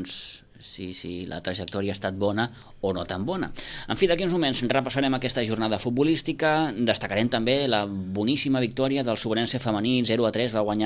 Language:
Catalan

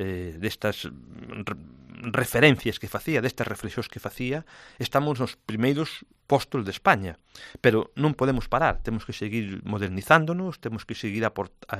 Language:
Galician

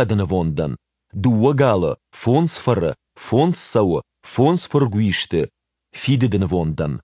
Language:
Ossetic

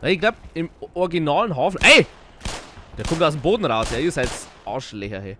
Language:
Bavarian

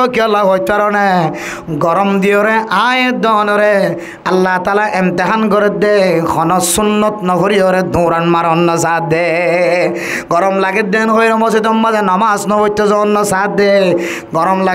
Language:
Rohingya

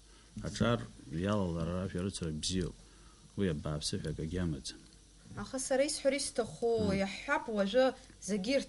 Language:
Abkhazian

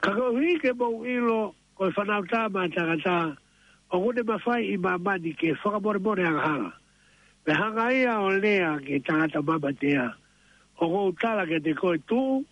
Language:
Tongan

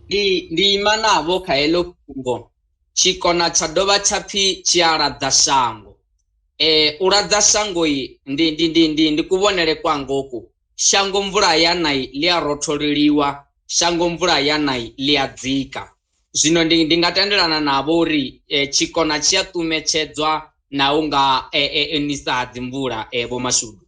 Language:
Venda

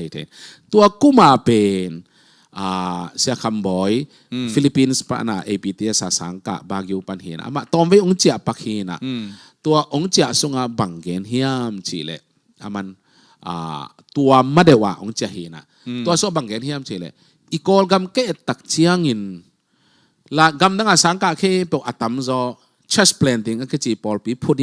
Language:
Tedim Chin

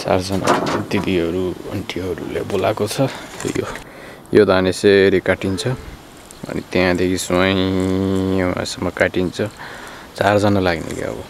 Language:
Nepali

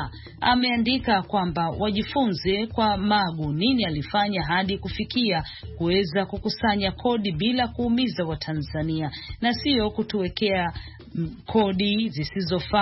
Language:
Swahili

